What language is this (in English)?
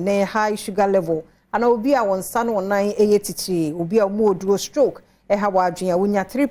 Akan